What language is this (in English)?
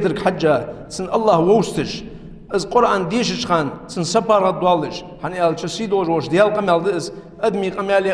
Ingush